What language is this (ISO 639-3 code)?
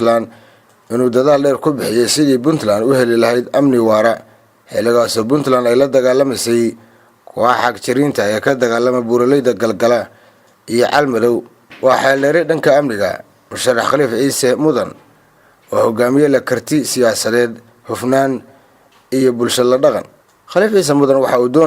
som